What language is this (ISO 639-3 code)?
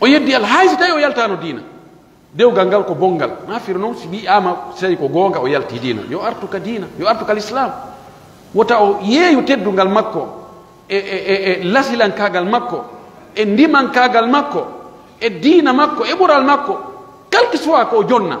fuf